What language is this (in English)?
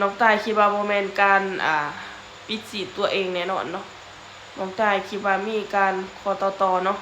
Lao